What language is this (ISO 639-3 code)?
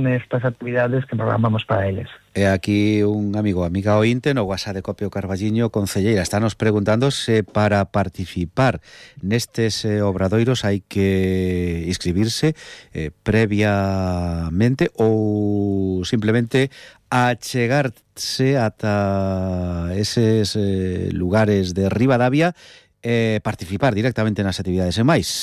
glg